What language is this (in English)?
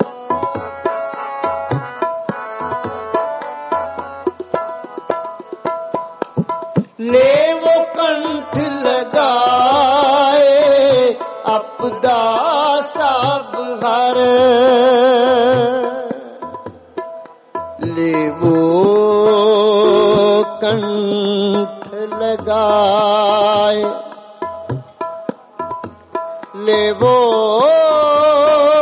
Punjabi